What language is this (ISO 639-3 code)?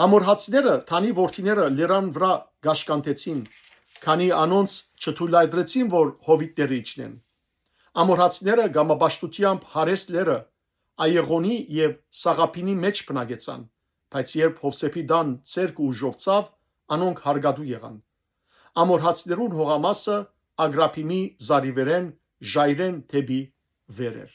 hyw